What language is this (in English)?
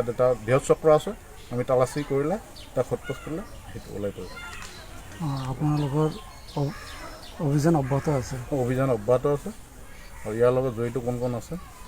Assamese